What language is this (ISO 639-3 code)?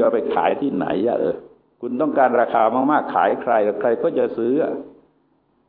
tha